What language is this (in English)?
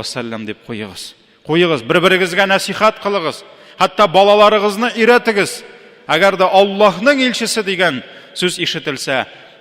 Tatar